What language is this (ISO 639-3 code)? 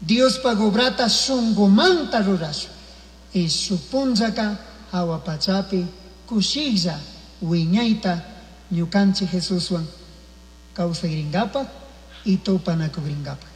qug